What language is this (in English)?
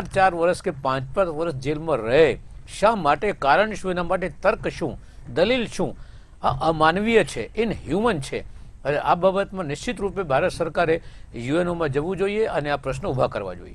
Gujarati